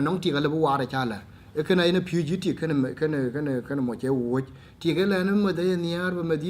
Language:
Dinka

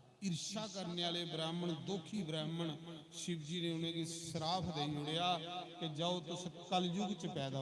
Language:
Dogri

